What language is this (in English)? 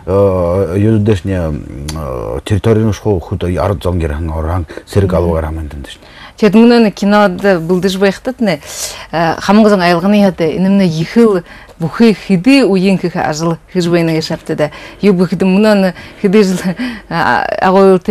Buriat